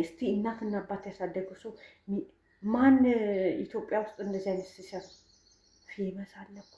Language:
Amharic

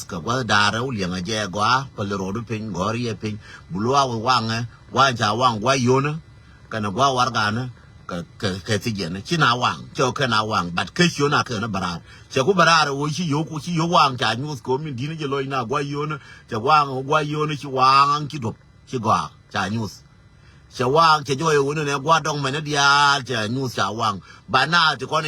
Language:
Nuer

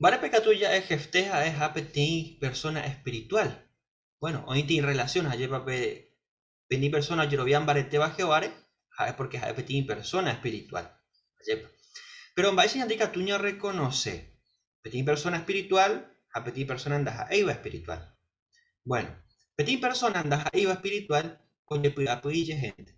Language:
Guarani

